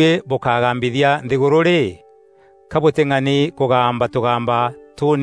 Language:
Meru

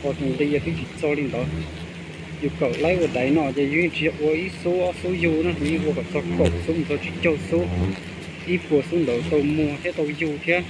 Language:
Hmong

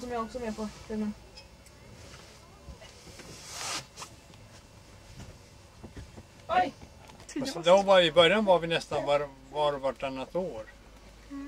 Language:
Swedish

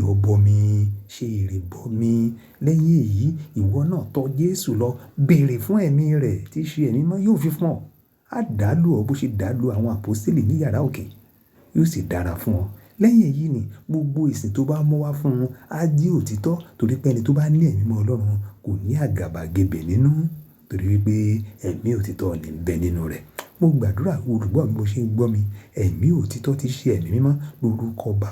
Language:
Yoruba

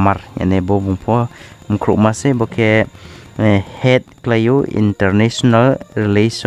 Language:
Riang (India)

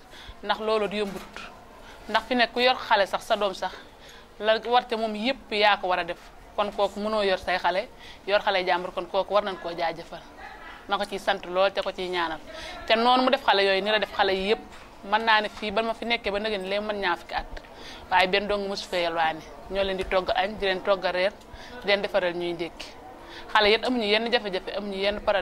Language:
Wolof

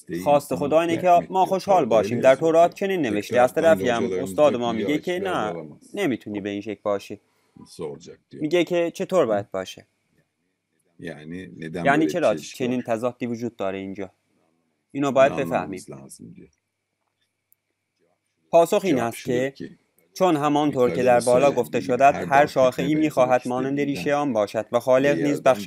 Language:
Persian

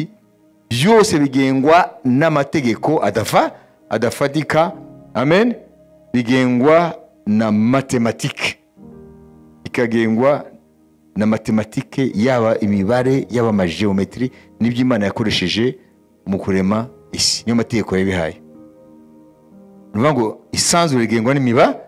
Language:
Kinyarwanda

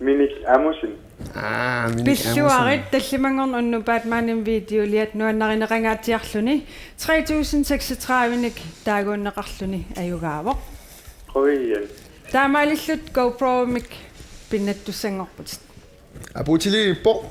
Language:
Kalaallisut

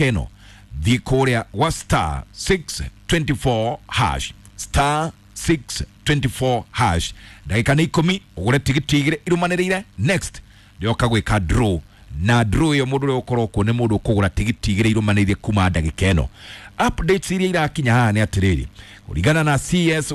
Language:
Kikuyu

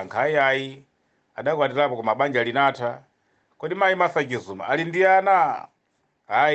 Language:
Nyanja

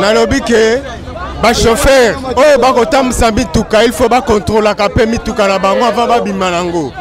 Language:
Lingala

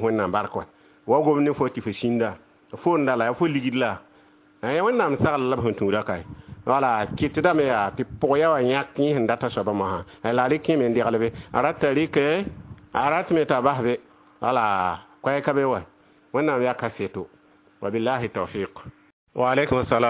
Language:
Mossi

